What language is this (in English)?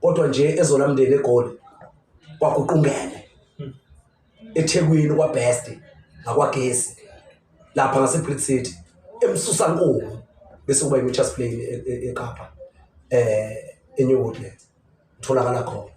Zulu